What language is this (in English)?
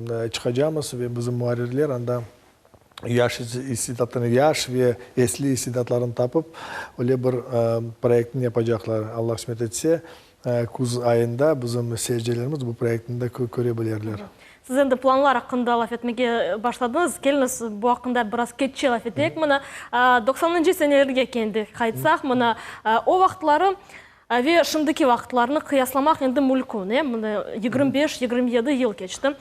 Crimean Tatar